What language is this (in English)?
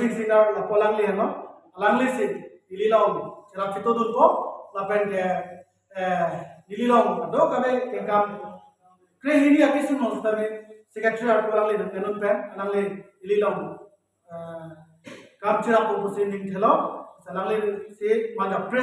Karbi